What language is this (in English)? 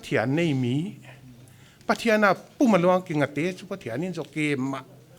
Paite Chin